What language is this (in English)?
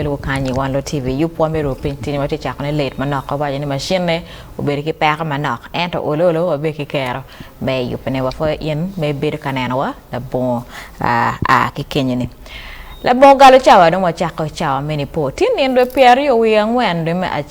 Acoli